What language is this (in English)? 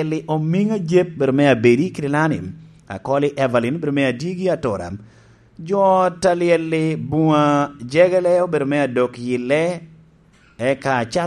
Lango (Uganda)